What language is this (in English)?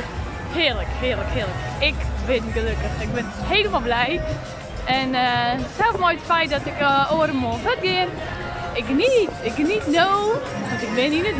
Western Frisian